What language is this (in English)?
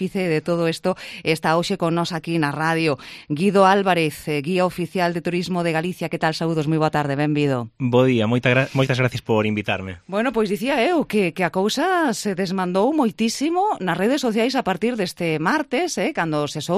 Galician